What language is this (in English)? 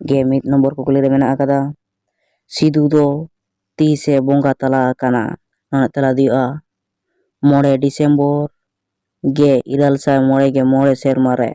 Santali